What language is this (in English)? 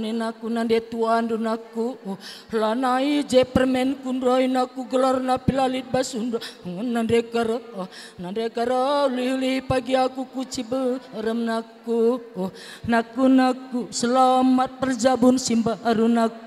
Batak Karo